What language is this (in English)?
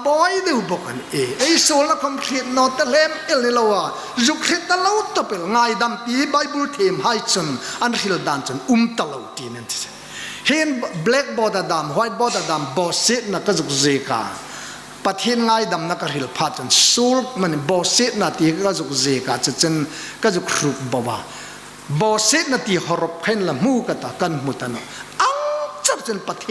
Hmar